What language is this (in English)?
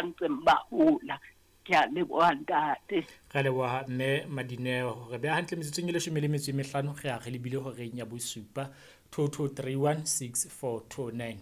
Southern Sotho